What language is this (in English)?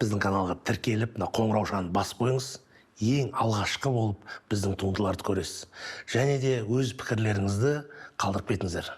Kazakh